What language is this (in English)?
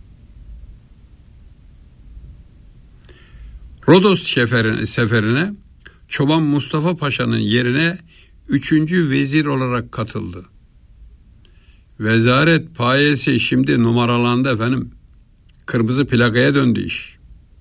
Turkish